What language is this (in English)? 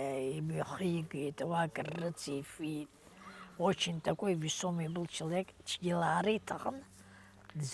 Abkhazian